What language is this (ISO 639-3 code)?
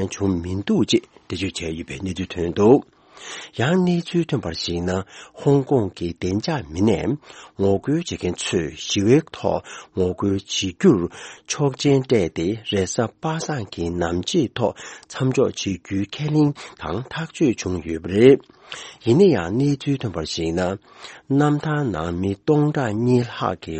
bod